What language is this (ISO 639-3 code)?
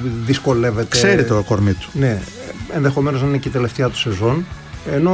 ell